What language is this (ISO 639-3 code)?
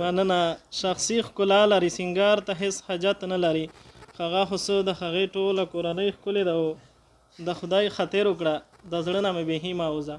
pus